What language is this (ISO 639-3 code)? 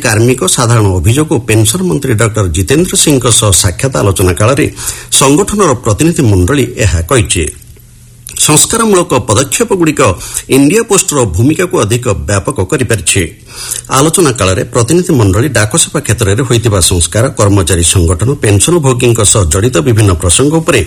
ori